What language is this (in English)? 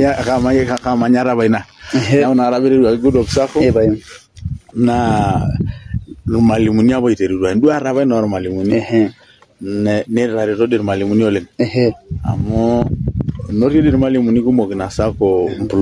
Masai